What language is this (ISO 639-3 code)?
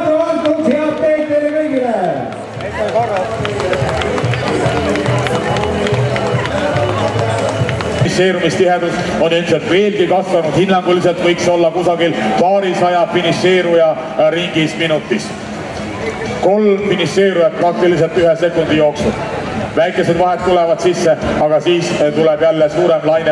est